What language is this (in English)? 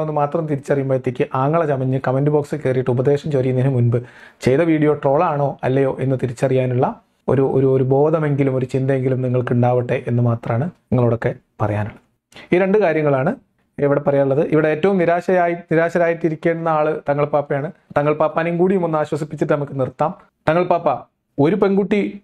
Malayalam